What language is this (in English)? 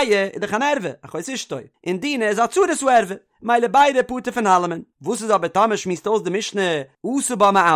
Yiddish